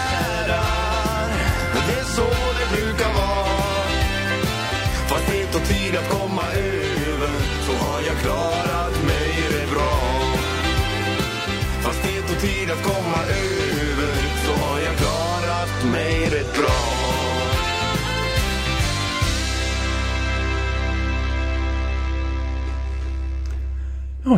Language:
Swedish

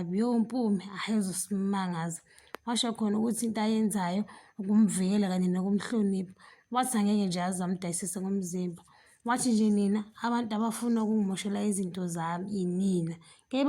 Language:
Zulu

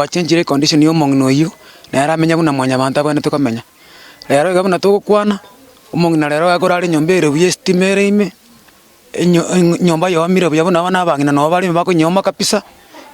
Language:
Gusii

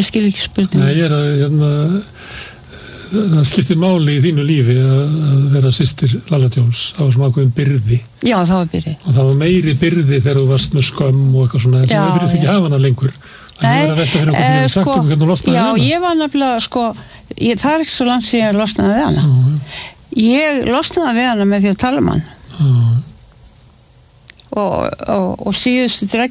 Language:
Icelandic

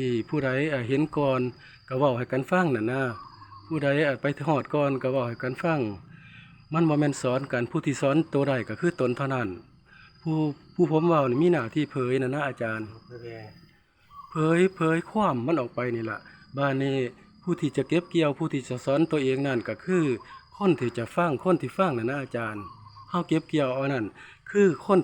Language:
Northeastern Thai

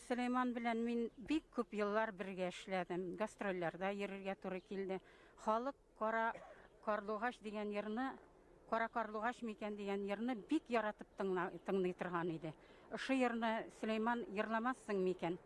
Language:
Bashkir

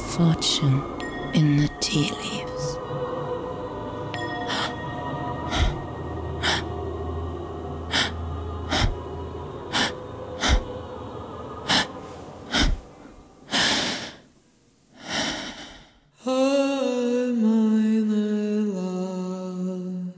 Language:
German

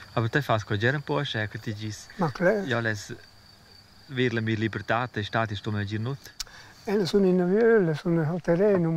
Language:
Romansh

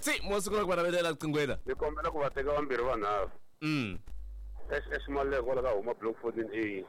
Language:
Tsonga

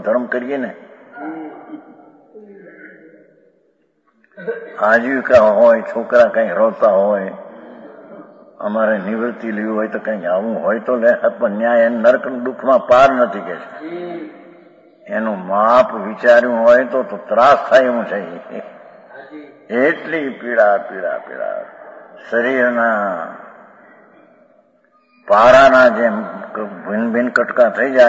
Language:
Gujarati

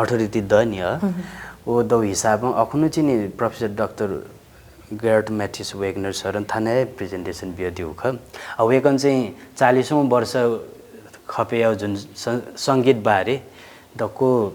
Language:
Newari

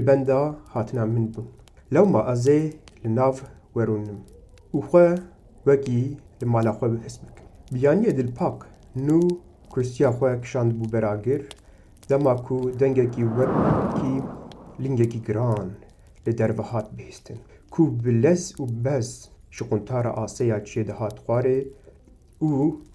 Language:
Kurdish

